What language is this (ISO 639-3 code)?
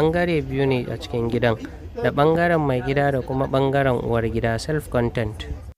hau